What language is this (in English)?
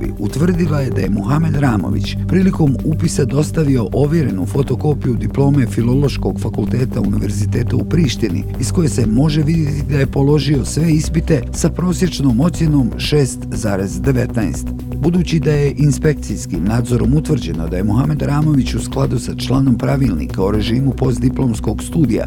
Bosnian